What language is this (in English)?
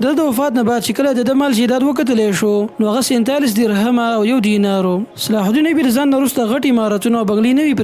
Pashto